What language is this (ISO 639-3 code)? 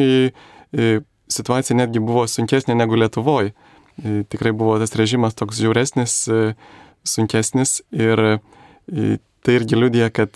lit